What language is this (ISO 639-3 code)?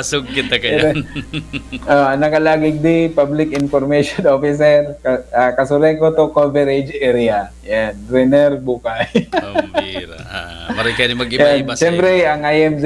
bik